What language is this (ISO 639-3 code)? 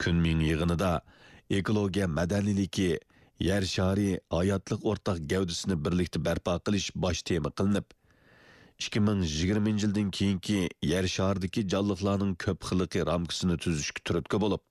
uig